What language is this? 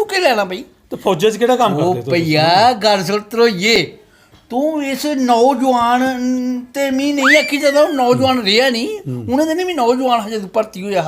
Dogri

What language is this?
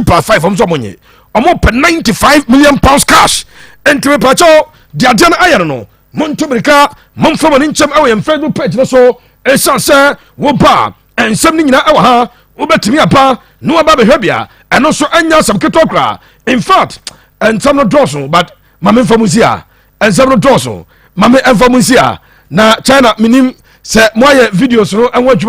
Akan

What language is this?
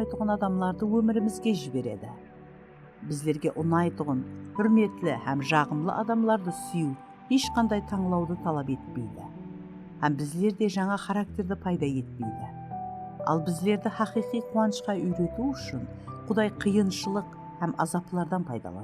Kara-Kalpak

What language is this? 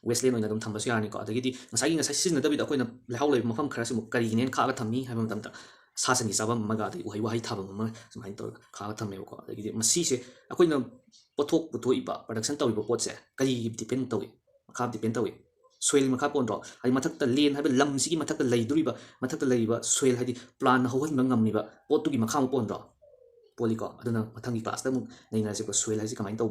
Manipuri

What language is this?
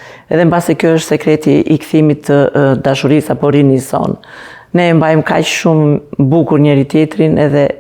Albanian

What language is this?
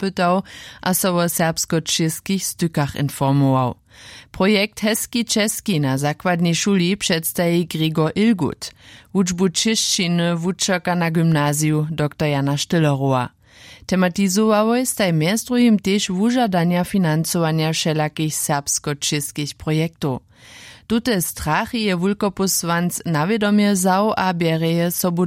Upper Sorbian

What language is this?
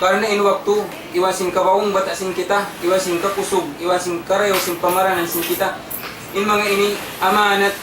Tausug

